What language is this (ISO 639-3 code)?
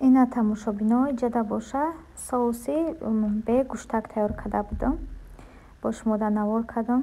tgk